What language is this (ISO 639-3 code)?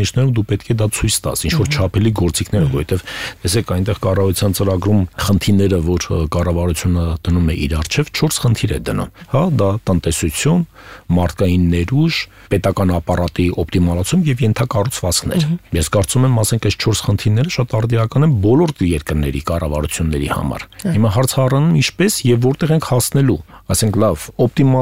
hye